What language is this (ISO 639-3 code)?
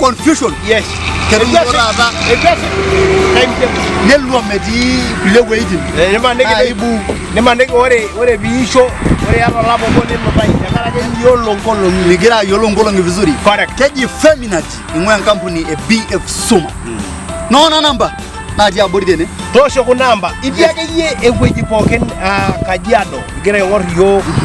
mas